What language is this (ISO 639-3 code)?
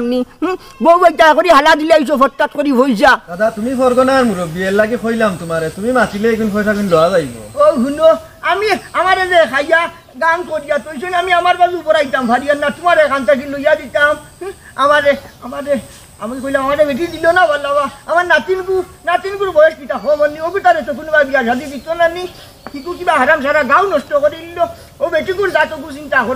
syl